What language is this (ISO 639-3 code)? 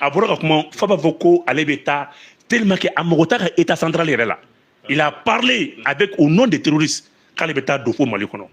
bam